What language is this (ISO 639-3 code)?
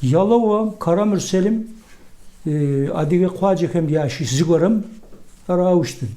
kbd